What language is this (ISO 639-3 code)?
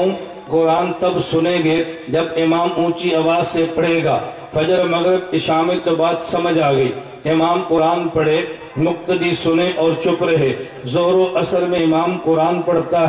urd